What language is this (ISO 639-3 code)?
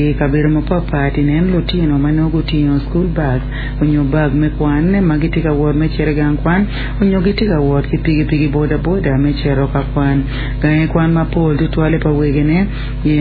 ach